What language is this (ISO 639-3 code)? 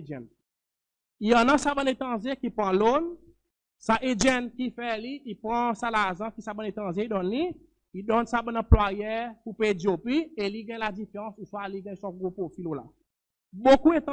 crs